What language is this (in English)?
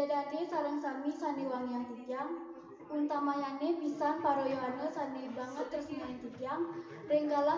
Balinese